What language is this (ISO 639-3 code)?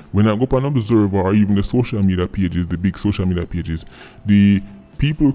jam